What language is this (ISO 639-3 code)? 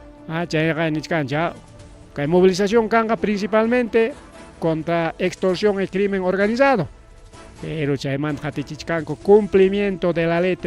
quy